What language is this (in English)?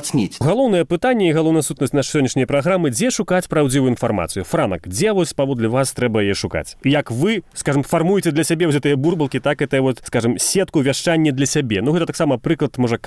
Belarusian